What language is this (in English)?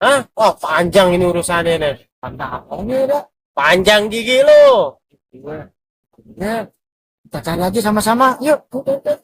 Betawi